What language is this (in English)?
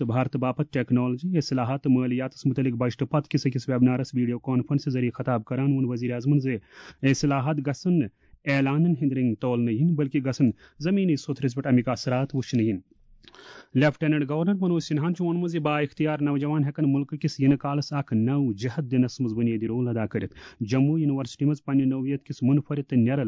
Kashmiri